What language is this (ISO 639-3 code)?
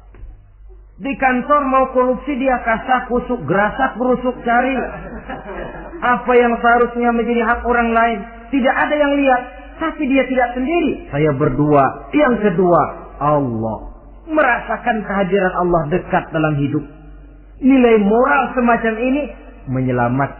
ind